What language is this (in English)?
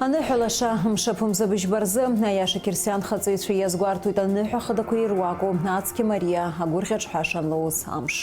Abkhazian